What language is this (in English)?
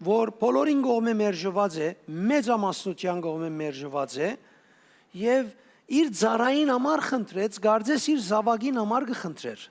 Western Armenian